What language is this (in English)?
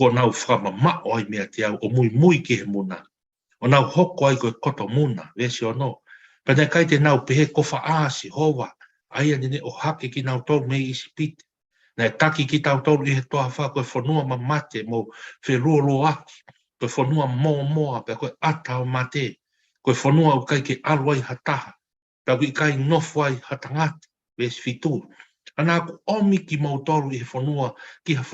Tongan